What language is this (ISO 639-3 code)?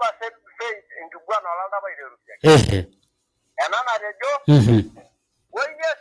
mas